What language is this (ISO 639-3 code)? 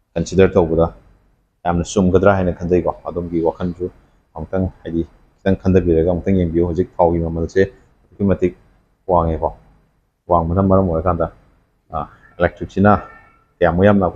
mni